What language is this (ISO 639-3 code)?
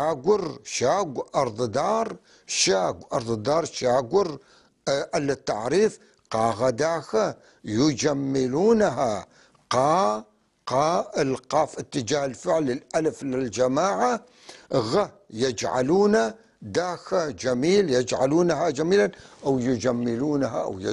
apc